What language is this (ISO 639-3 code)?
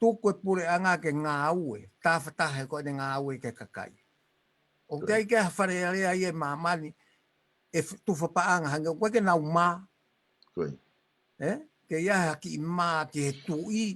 ton